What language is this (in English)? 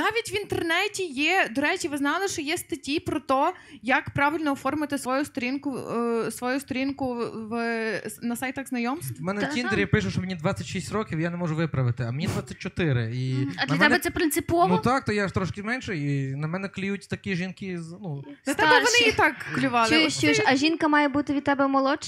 Ukrainian